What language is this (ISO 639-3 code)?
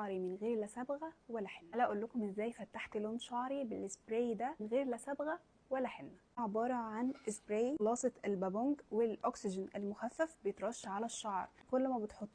arz